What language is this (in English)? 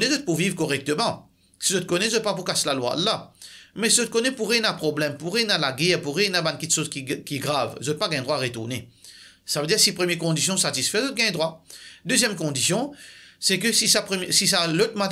Morisyen